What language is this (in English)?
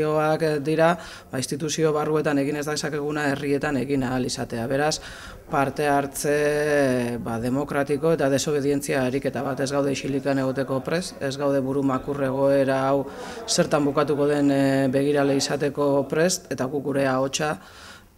Basque